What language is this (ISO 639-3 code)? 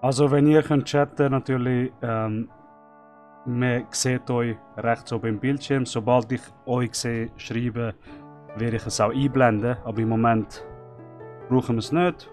gsw